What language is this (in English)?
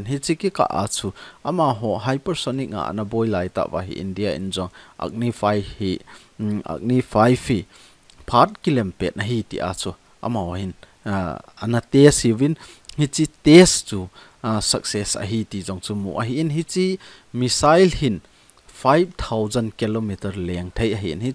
Thado Chin